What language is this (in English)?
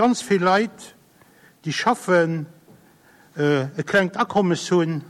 Luxembourgish